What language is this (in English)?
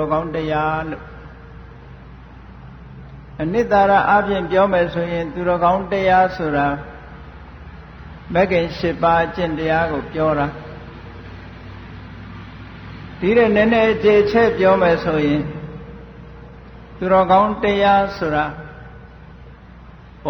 Burmese